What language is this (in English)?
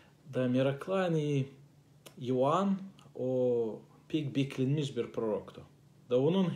Gagauz